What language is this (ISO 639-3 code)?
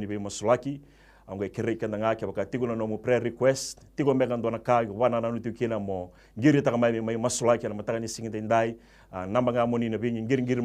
fij